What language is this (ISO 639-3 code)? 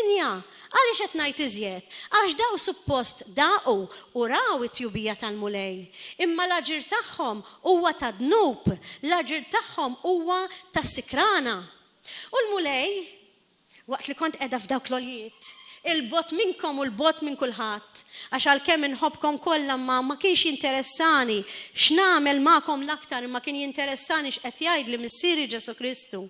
mlt